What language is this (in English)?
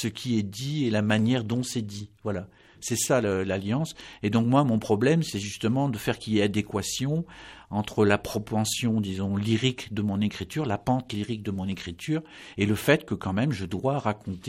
French